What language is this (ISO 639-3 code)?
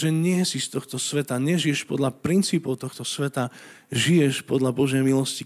slk